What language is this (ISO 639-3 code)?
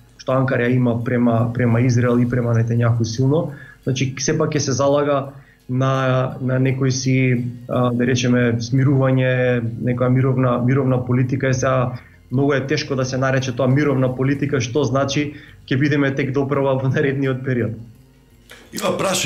mkd